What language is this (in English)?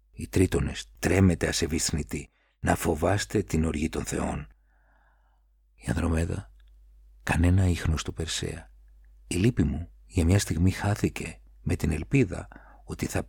Greek